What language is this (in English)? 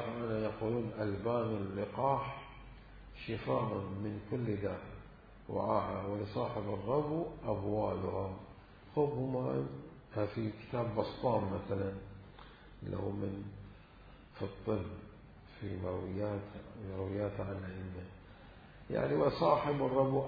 Mesopotamian Arabic